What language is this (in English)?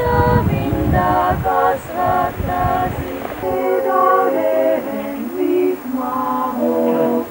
Estonian